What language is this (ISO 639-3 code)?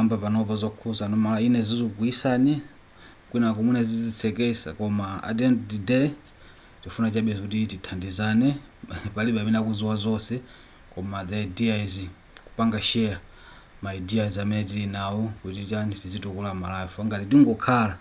nya